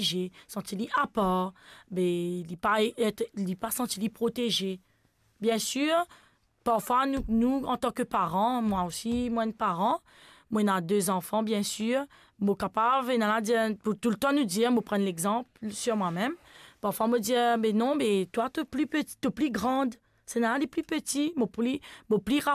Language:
Morisyen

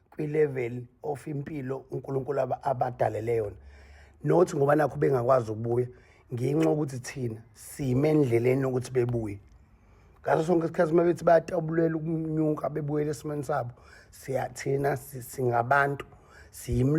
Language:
Zulu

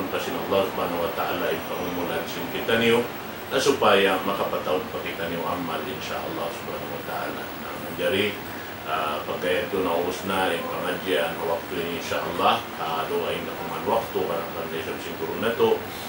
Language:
Tausug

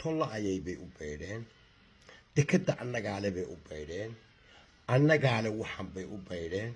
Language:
Somali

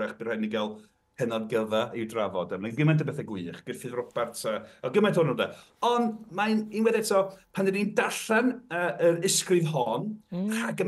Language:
Welsh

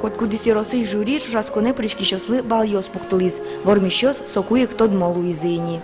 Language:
Udmurt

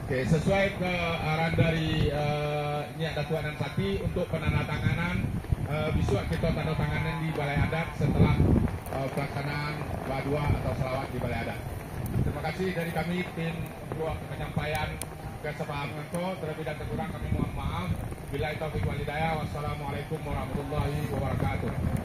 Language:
Minangkabau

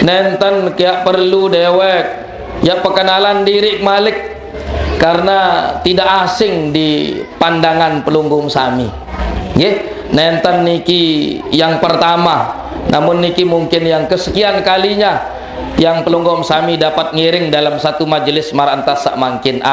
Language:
Sasak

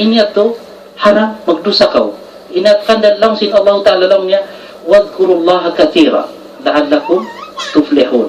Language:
Tausug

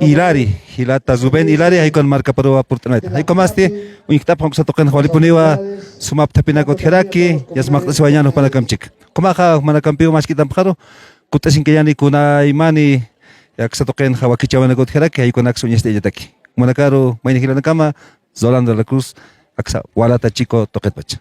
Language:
Aymara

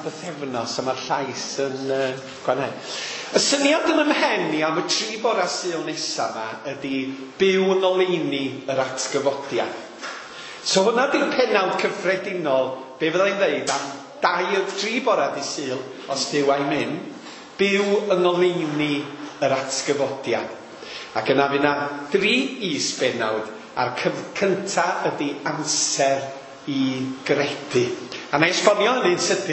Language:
Welsh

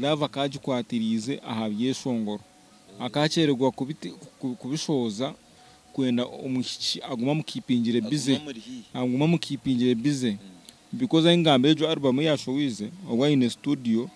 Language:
Nyankole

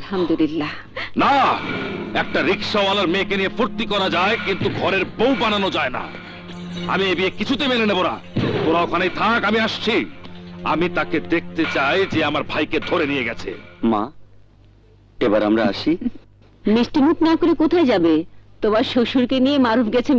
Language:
Bangla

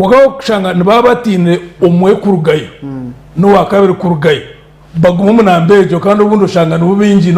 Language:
Nyankole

